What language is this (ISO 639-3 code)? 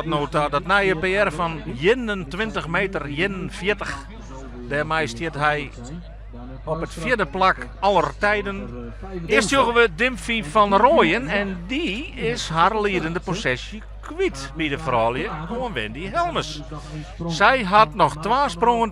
fry